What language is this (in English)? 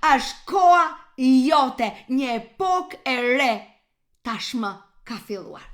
Albanian